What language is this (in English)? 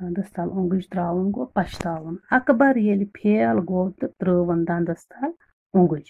Kashmiri